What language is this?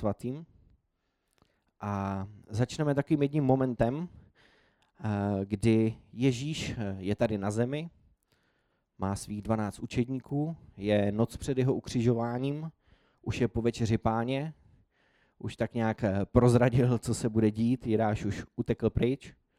Czech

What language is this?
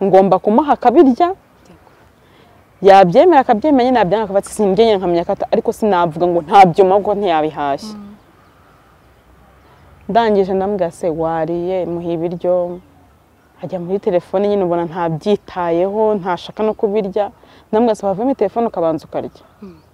Kinyarwanda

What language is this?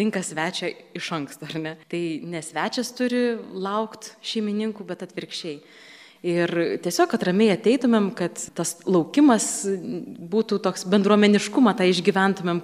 Lithuanian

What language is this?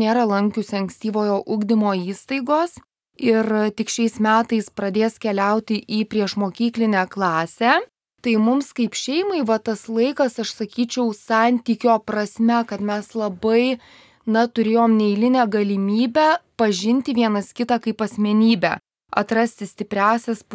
Lithuanian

